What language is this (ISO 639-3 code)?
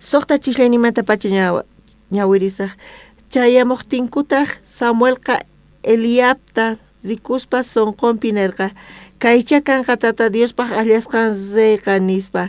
quh